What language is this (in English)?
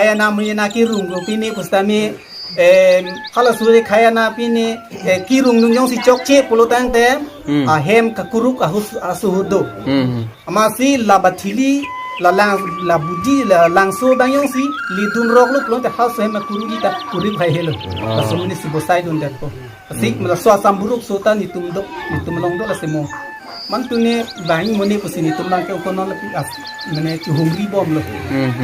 Karbi